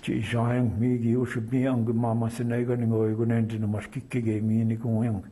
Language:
Chippewa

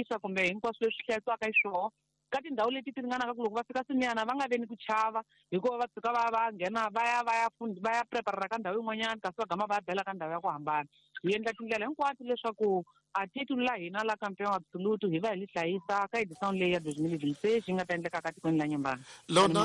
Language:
Tsonga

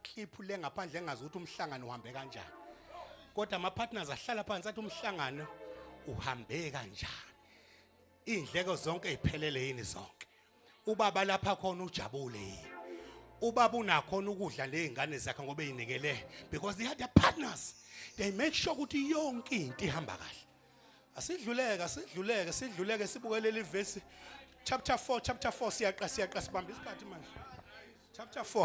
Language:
Zulu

